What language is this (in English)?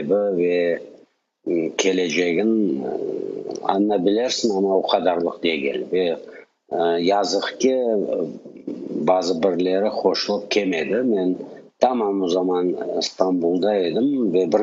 Crimean Tatar